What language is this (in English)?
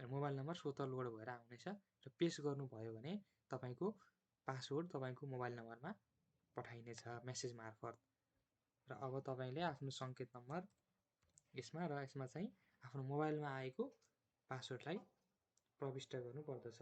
Nepali